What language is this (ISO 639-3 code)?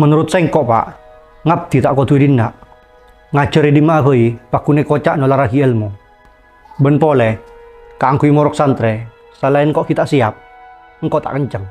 mad